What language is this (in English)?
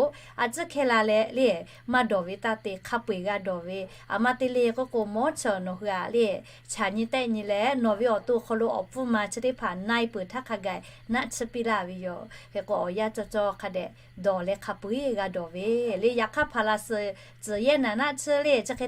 Lahu